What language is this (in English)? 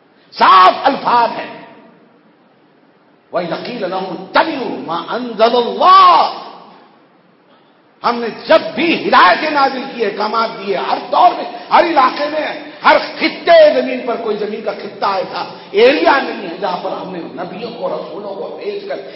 Urdu